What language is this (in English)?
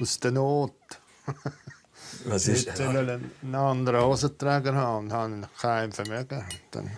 Swiss German